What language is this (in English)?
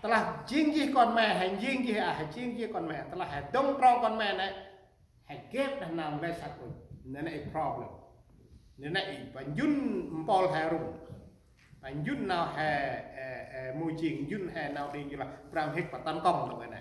Central Mnong